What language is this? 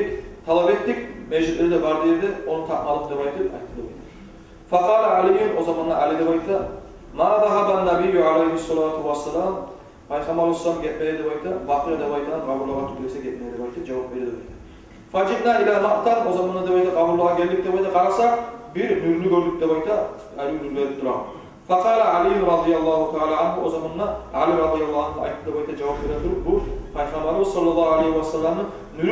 Kumyk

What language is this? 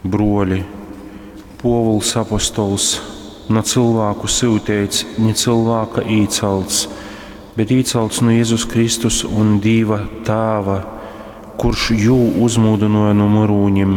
Latgalian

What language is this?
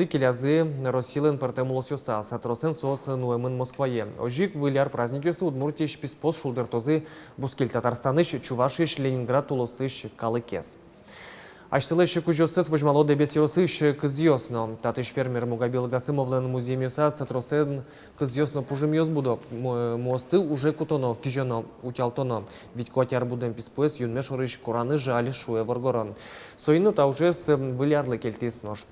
Udmurt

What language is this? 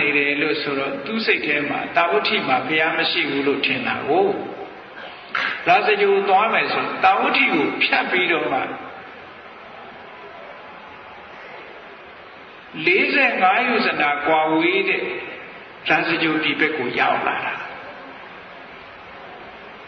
Burmese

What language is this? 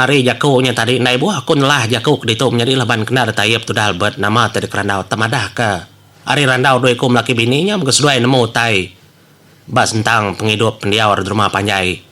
Iban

